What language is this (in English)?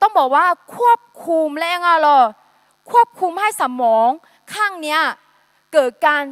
Akha